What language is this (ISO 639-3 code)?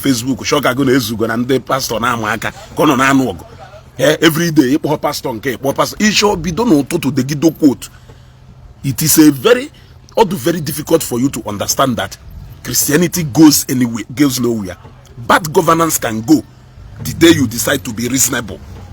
ibo